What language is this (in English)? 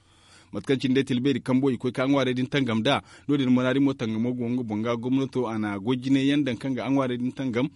Zarma